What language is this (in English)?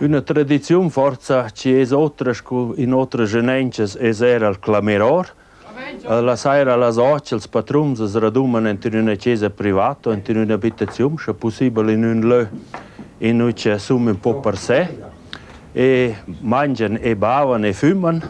Romansh